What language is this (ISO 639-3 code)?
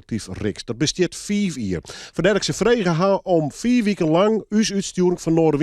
fry